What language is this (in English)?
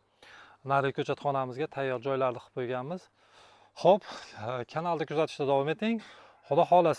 Uzbek